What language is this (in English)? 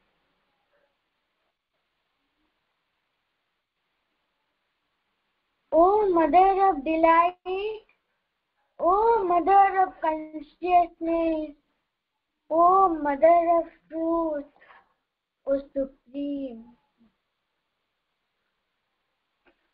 Odia